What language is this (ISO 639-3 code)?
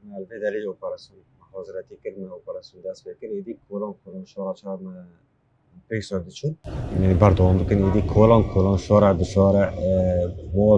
kur